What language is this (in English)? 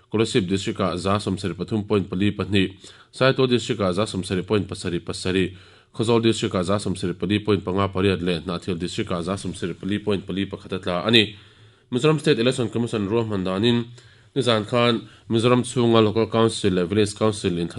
Mizo